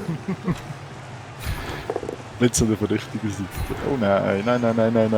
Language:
Swiss German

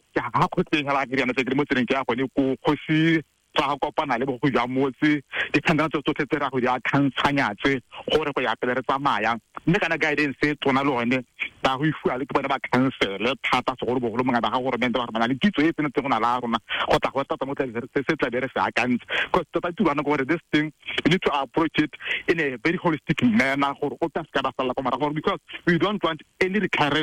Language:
Tswana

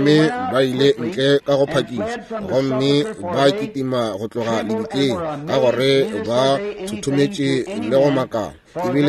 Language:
Northern Sotho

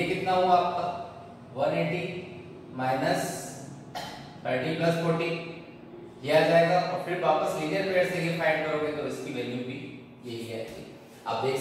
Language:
Hindi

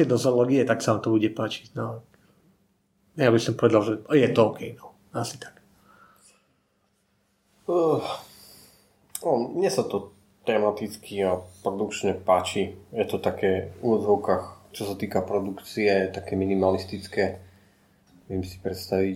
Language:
Slovak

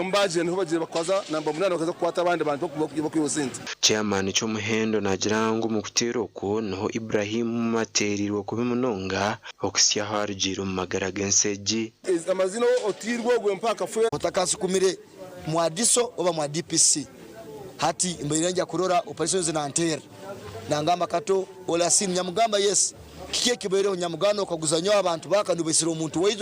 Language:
Nyankole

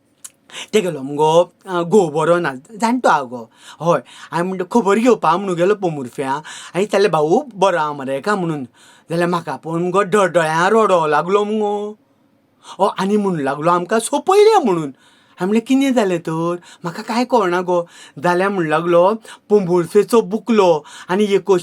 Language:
Konkani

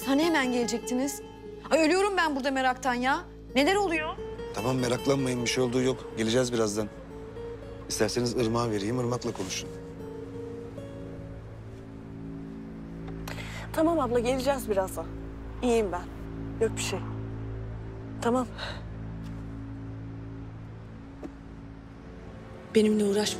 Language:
Turkish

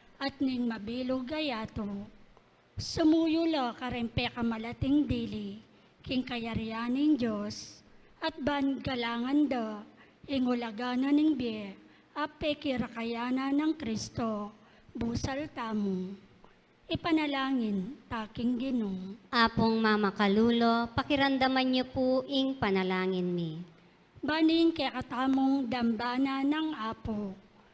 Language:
Pampanga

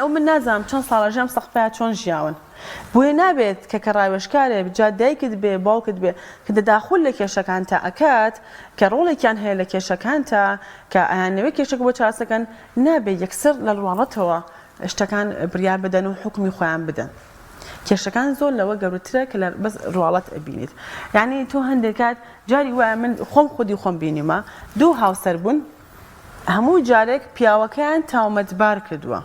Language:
Central Kurdish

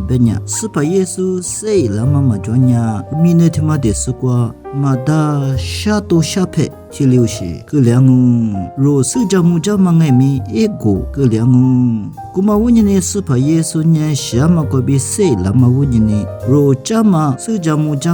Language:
Lisu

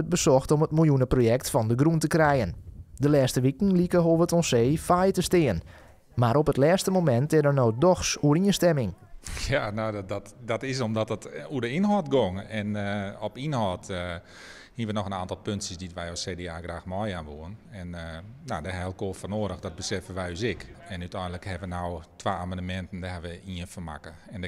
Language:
Western Frisian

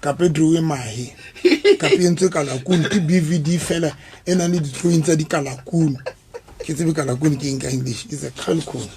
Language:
Southern Sotho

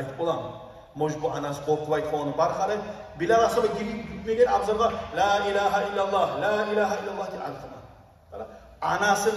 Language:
Kumyk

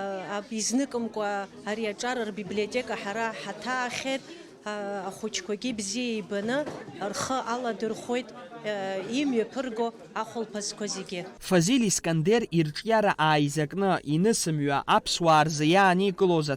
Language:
Abkhazian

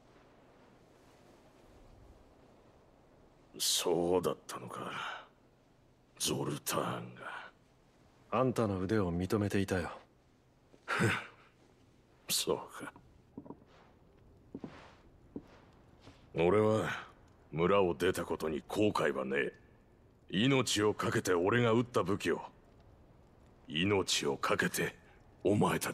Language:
Japanese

